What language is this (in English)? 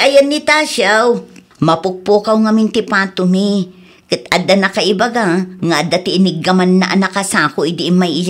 Iloko